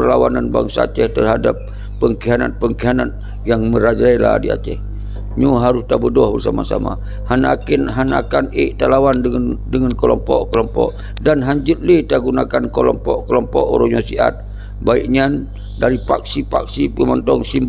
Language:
Achinese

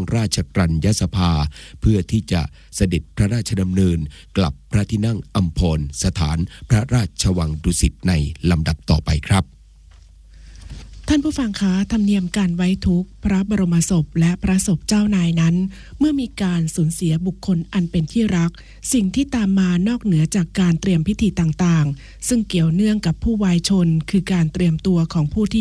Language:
Thai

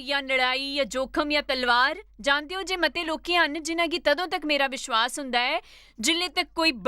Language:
Dogri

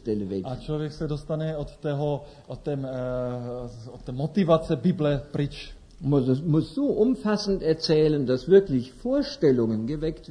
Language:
Czech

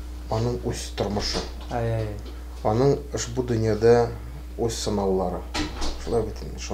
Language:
Tatar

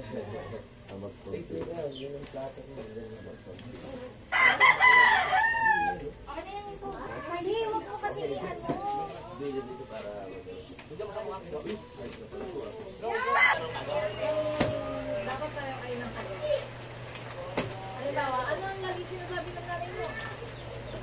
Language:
Filipino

